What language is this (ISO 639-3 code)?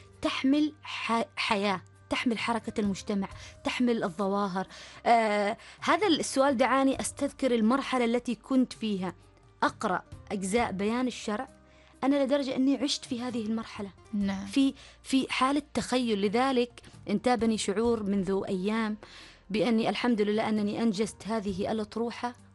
ara